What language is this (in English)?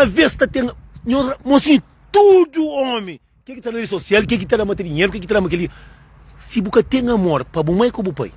Kabuverdianu